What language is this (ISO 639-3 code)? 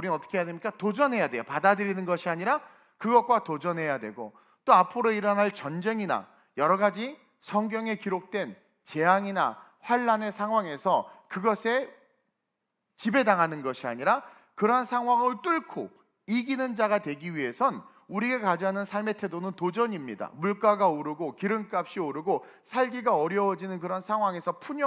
kor